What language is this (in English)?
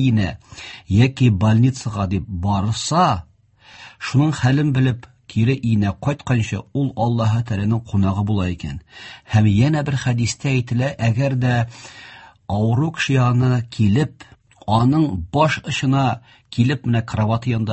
Tatar